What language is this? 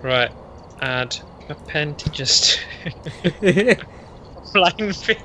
Welsh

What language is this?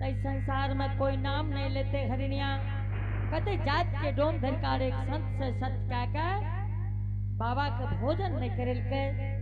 Angika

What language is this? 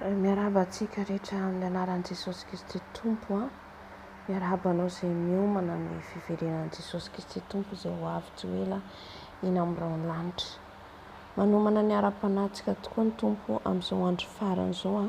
Malagasy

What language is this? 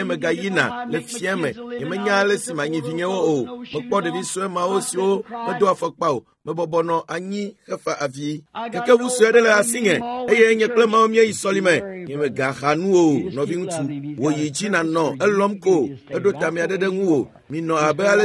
Ewe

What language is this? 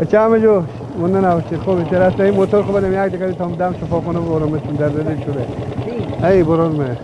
Persian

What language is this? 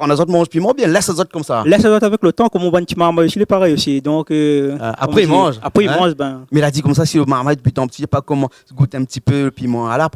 Réunion Creole French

